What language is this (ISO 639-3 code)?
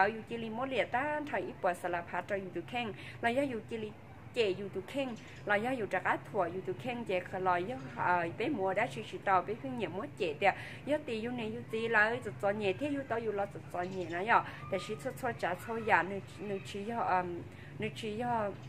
hmn